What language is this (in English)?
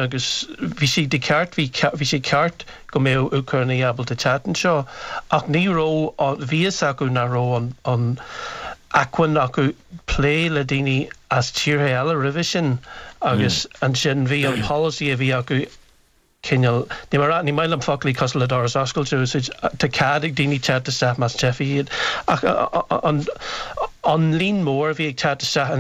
Irish